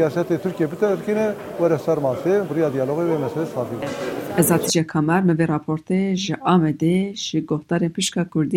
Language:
Kurdish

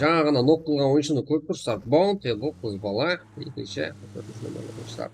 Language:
Kara-Kalpak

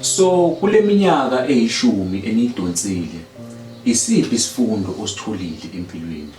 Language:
Zulu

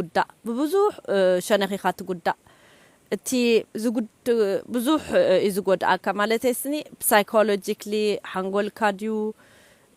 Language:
Tigrinya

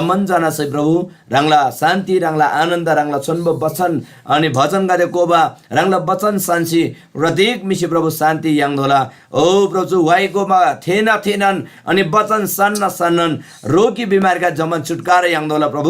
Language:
Eastern Tamang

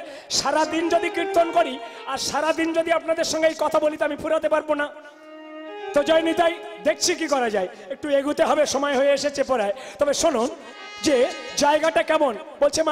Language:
Bangla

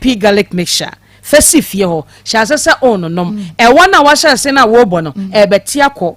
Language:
Akan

